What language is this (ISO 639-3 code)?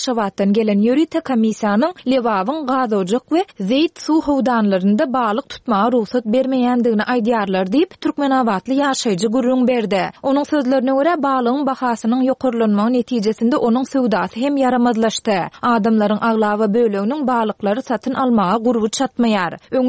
tuk